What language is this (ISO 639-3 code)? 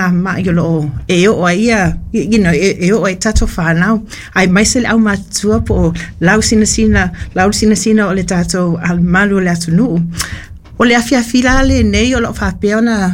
smo